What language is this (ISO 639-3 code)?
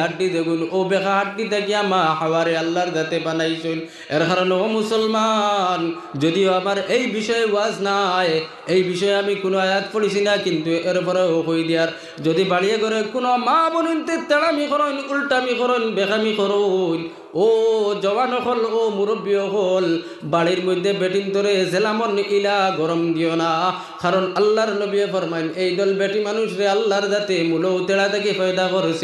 syl